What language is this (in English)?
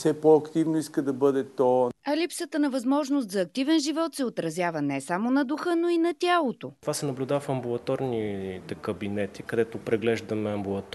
Bulgarian